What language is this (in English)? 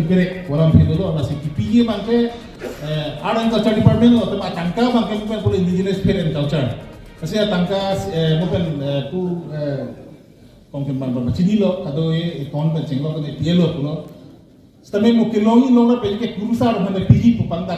Karbi